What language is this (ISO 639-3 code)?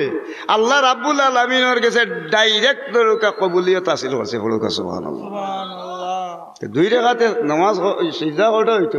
syl